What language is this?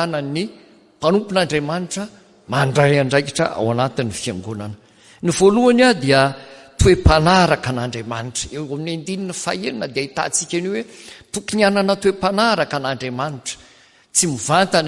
Malagasy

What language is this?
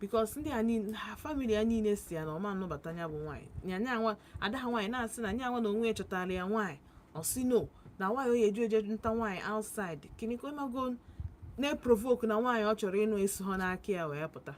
Igbo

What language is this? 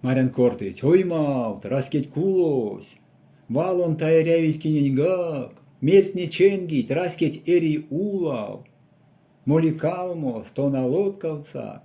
Erzya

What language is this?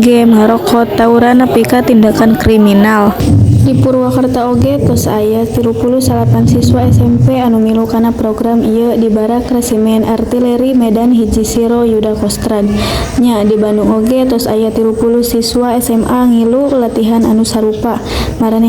Sundanese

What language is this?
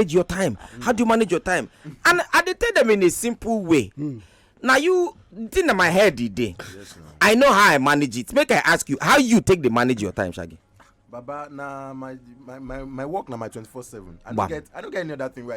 Nigerian Pidgin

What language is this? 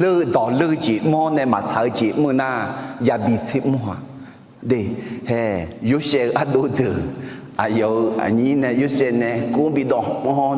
Akha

